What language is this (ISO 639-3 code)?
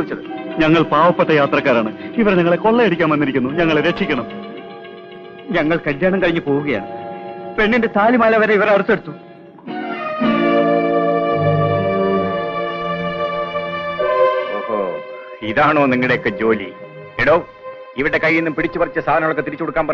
mal